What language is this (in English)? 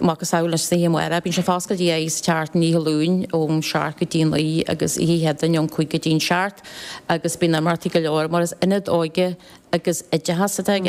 Irish